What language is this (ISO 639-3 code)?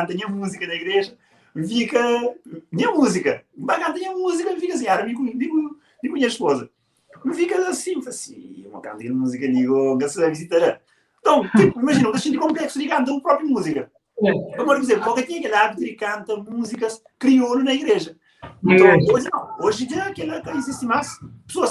kea